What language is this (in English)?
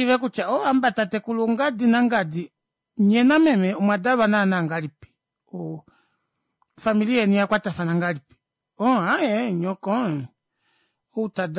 Kuanyama